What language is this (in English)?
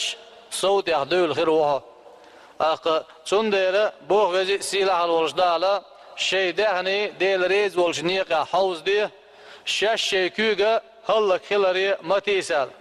Chechen